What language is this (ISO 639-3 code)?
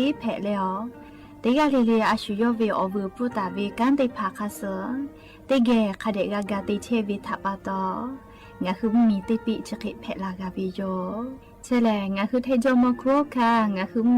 lhu